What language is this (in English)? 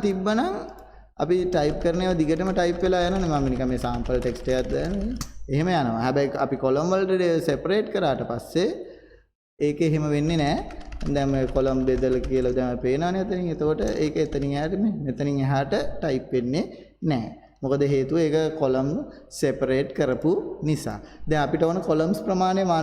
Sinhala